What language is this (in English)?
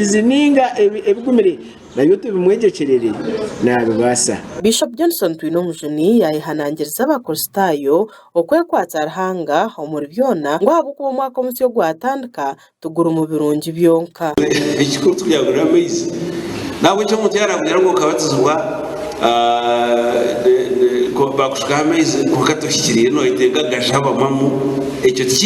Nyankole